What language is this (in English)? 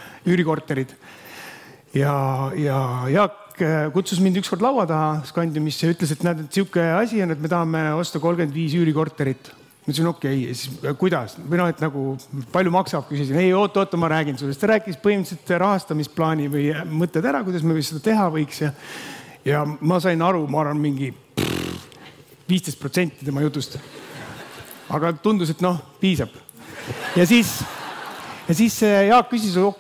Estonian